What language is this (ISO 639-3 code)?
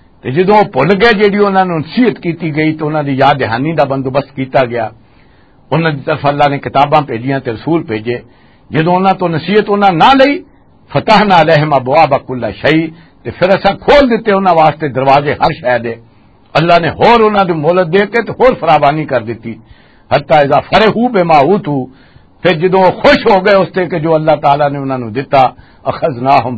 lah